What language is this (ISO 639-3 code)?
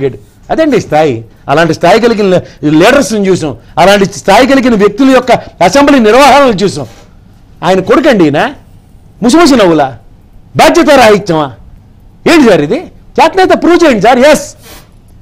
tel